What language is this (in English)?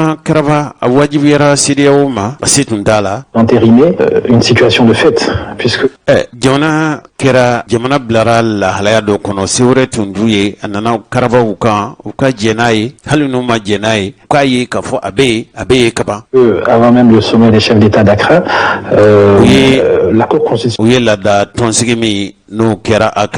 Bambara